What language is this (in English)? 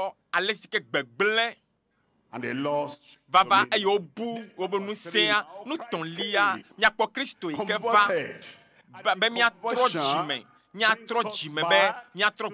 Ewe